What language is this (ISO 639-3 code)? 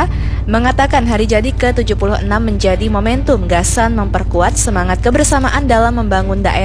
bjn